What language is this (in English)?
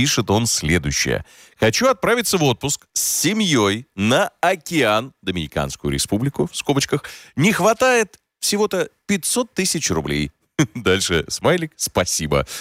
Russian